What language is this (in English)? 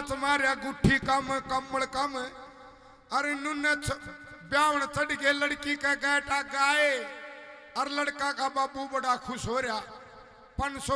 Haryanvi